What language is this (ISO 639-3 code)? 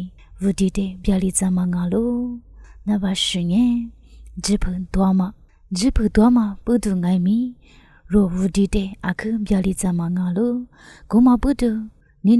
lis